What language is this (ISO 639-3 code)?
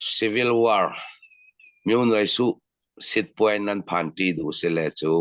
cnh